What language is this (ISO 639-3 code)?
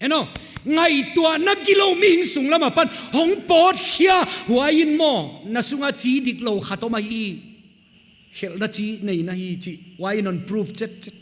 pck